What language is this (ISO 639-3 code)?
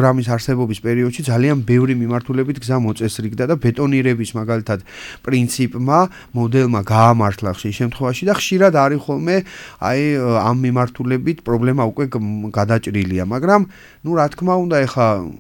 kat